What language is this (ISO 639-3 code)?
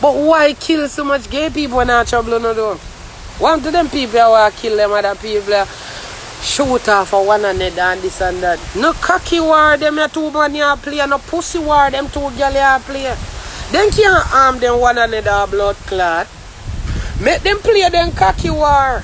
jam